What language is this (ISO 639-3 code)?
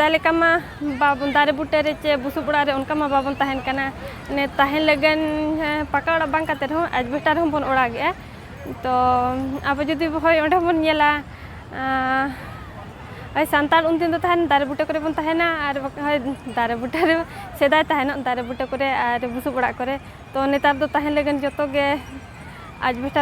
sat